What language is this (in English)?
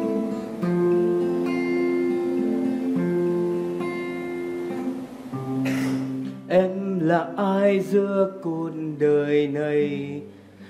Vietnamese